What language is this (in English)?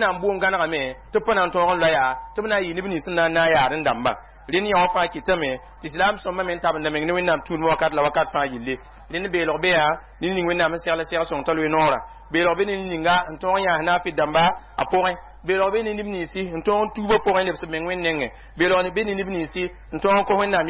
Mossi